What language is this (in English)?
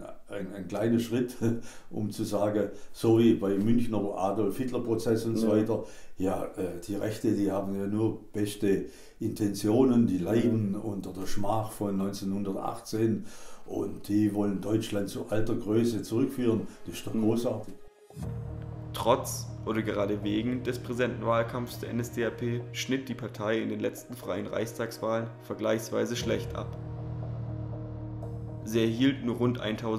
German